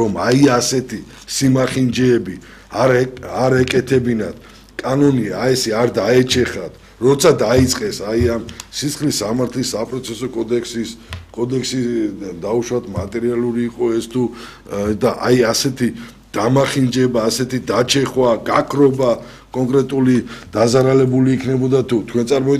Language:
Georgian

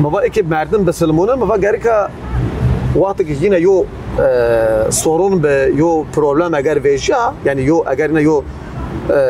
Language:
Zaza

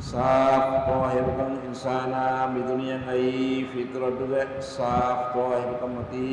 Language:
Divehi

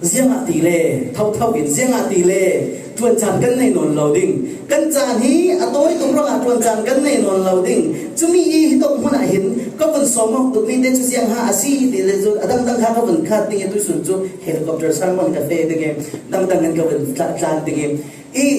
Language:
Falam Chin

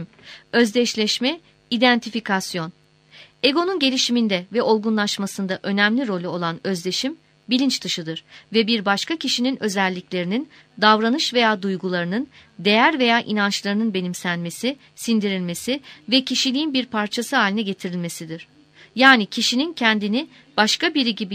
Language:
Turkish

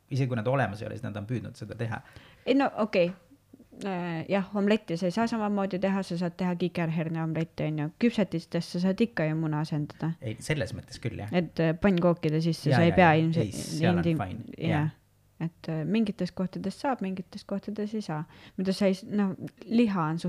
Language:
Estonian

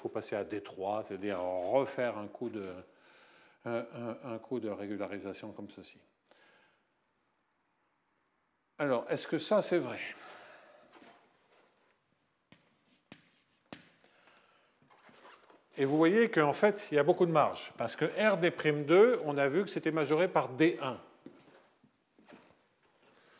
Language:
French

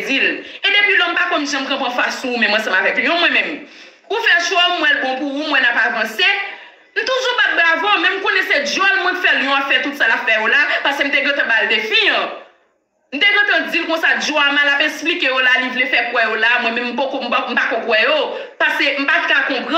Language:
Haitian Creole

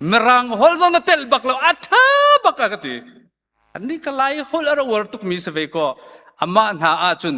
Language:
Hakha Chin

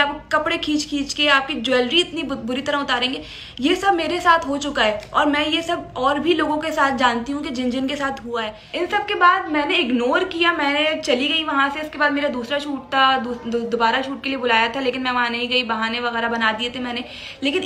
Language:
Hindi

